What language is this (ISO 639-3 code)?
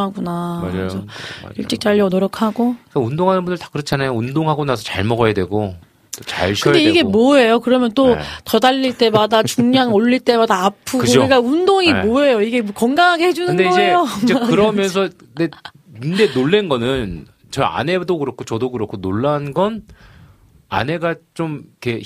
kor